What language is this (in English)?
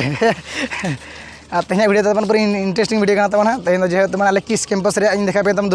Santali